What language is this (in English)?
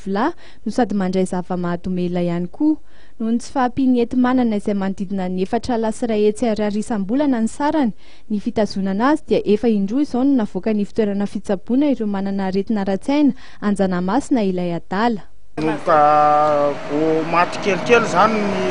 Malagasy